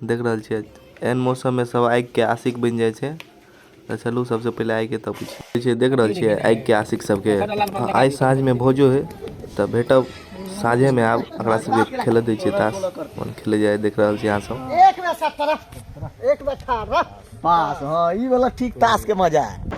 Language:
Maithili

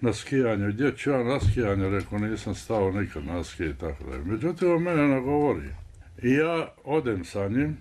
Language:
Bosnian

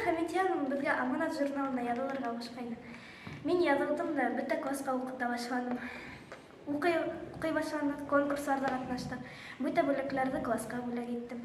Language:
Bashkir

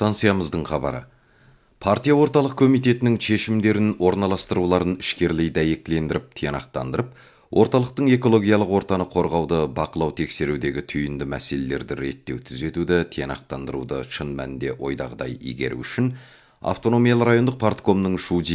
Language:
Kazakh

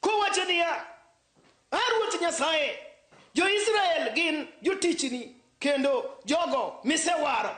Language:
Luo (Kenya and Tanzania)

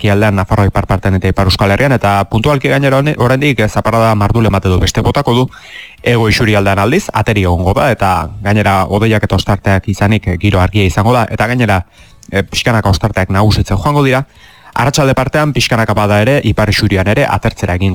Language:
Basque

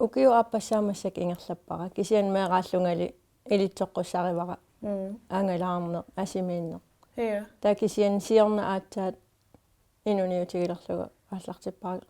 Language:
Kalaallisut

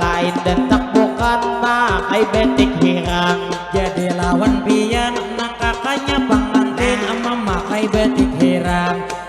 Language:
Banjar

